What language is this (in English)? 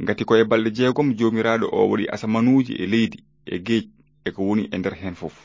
Fula